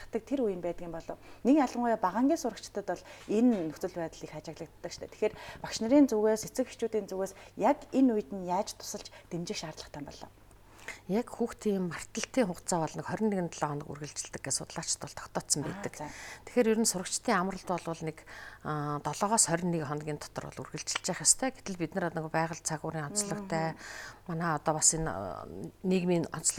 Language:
Mongolian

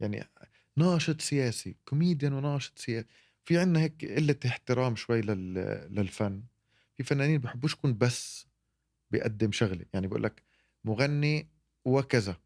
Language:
North Levantine Arabic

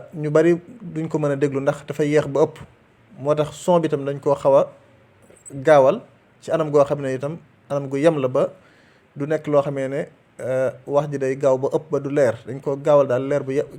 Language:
Wolof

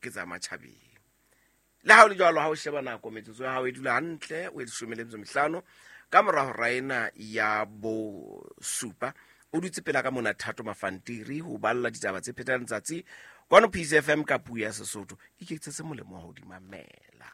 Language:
Southern Sotho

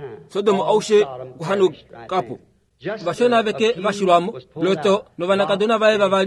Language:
Kuanyama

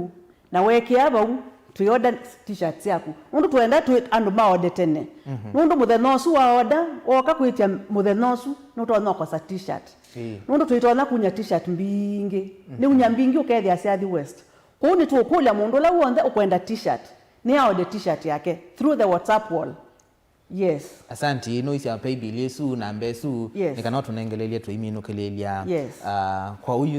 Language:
Kamba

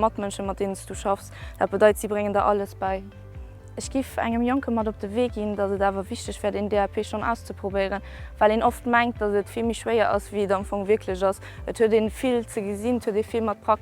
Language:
Luxembourgish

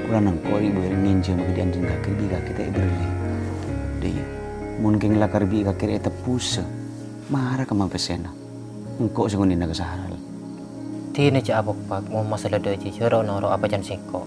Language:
Madurese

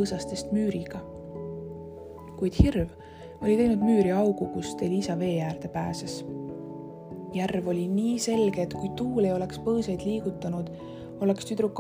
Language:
Estonian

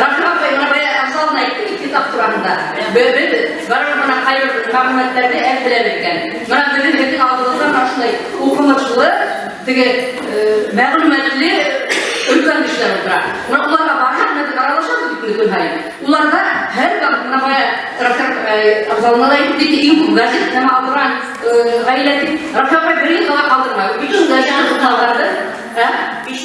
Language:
Bashkir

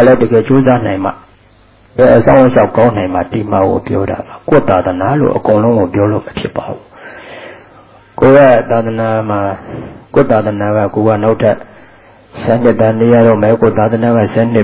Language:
Burmese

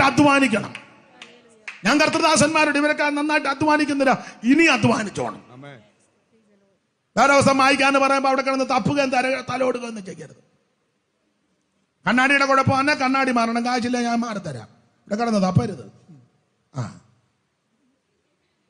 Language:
Malayalam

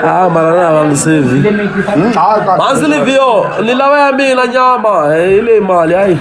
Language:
Tsonga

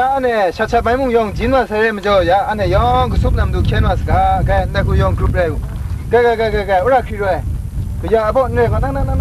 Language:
Kachin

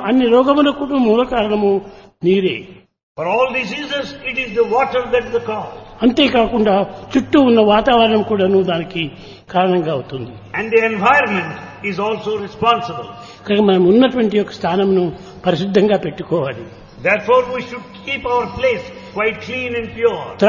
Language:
Telugu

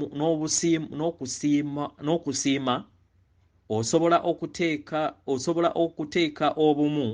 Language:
Ganda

